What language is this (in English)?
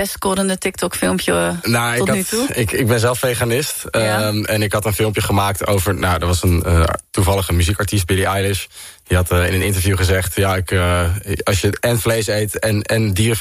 Dutch